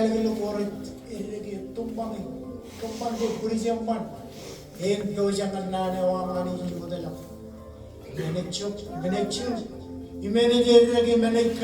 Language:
Marshallese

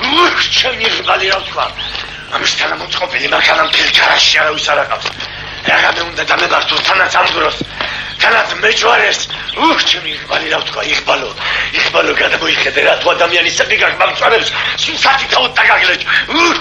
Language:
Georgian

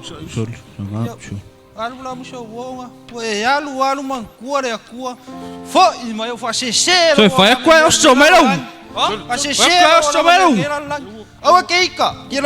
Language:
Samoan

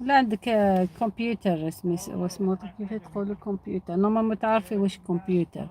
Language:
Algerian Arabic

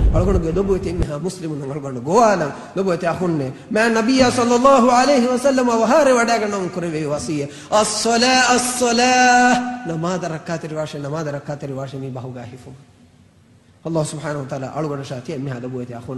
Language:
Divehi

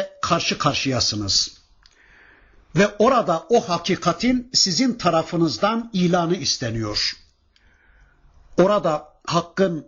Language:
Turkish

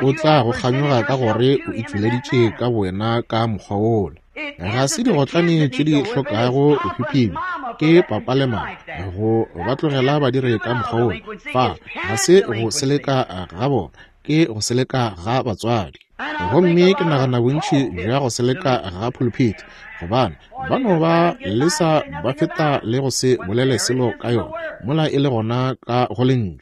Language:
Northern Sotho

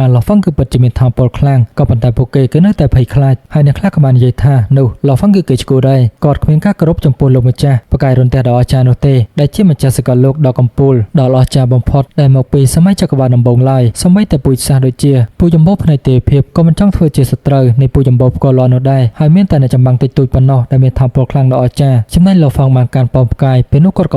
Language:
Khmer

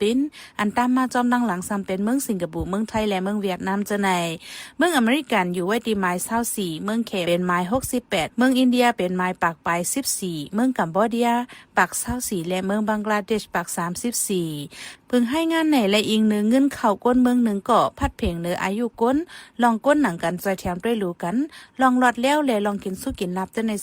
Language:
Shan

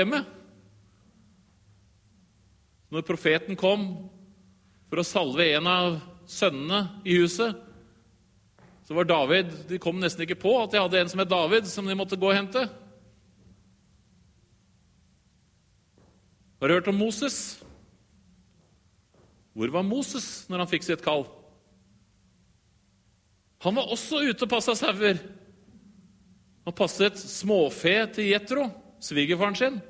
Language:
Norwegian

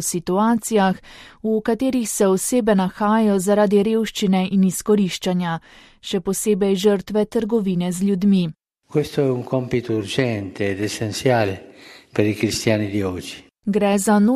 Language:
Slovenian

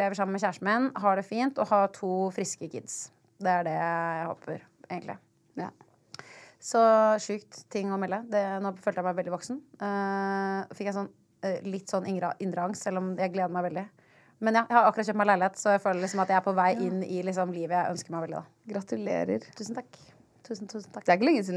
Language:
Norwegian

